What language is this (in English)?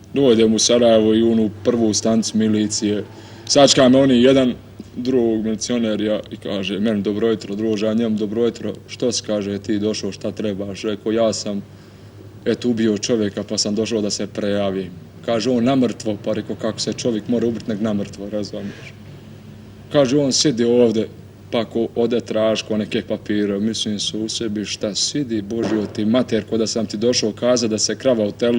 Bosnian